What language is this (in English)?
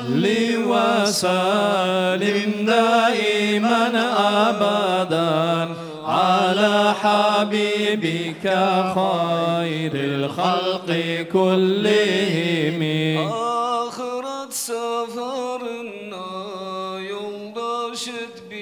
Kumyk